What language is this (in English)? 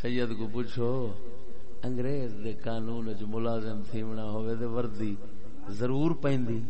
Saraiki